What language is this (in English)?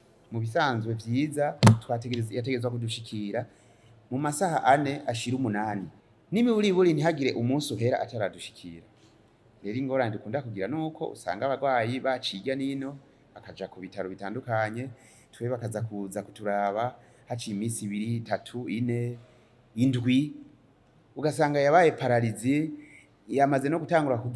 Rundi